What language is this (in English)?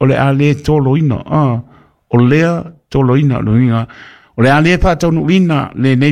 Samoan